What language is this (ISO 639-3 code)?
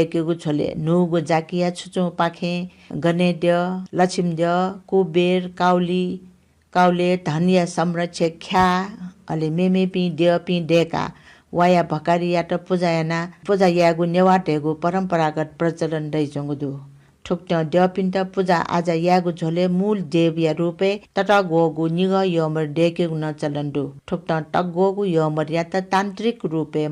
new